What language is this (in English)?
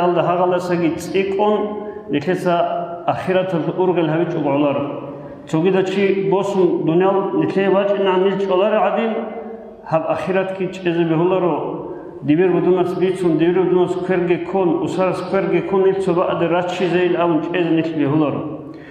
Avaric